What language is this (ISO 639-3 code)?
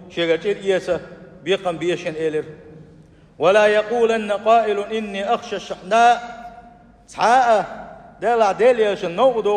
che